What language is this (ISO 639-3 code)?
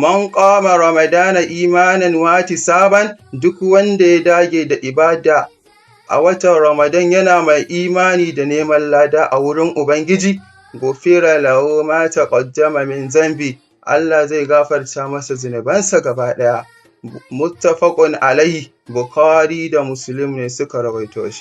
hau